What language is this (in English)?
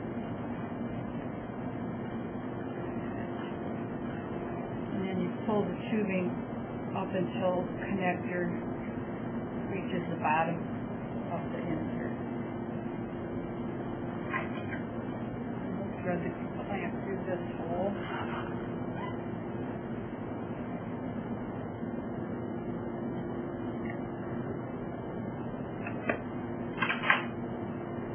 English